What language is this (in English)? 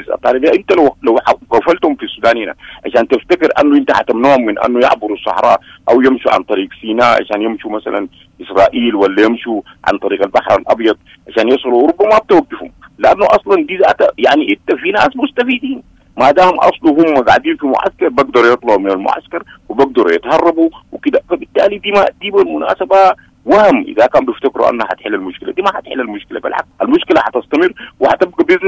Sudanese Arabic